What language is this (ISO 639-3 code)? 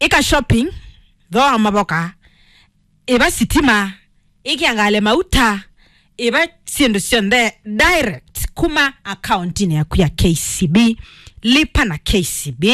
kam